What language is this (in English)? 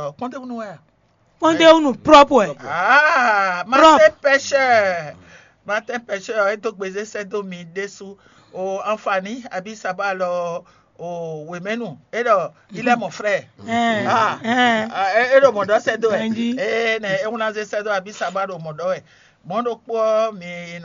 Fon